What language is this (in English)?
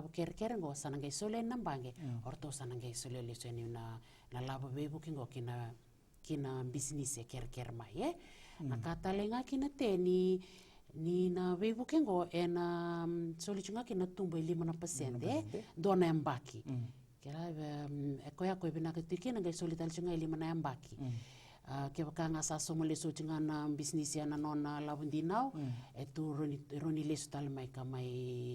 Fijian